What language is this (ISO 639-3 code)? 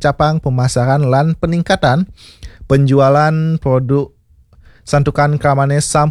ban